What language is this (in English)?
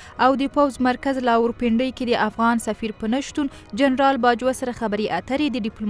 Pashto